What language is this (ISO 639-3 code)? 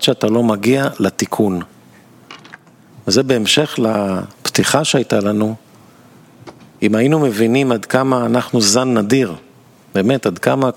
heb